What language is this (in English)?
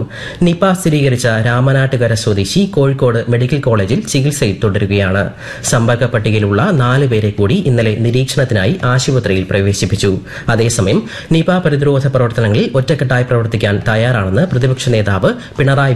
Malayalam